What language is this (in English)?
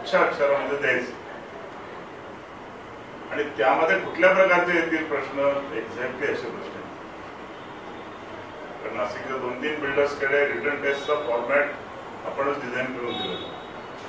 Marathi